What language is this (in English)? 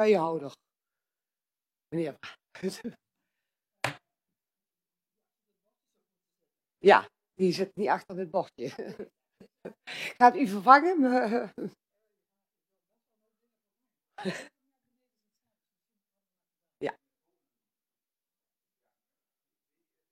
Dutch